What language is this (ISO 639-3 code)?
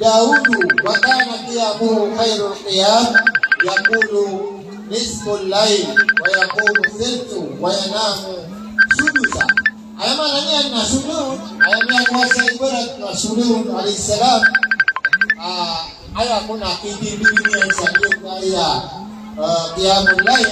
mrw